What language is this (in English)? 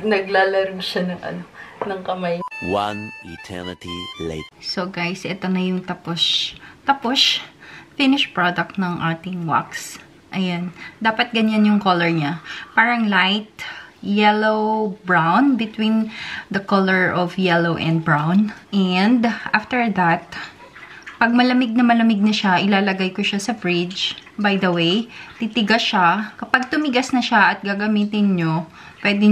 Filipino